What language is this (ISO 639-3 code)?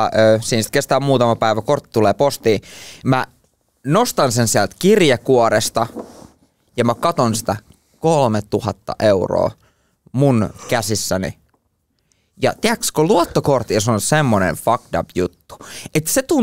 fin